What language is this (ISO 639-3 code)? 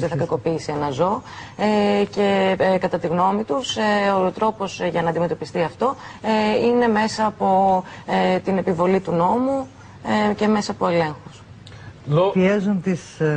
ell